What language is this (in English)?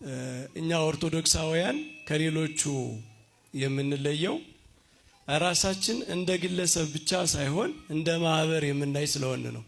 Amharic